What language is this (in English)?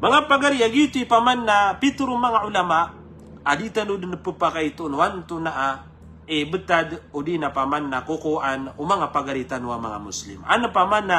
Maranao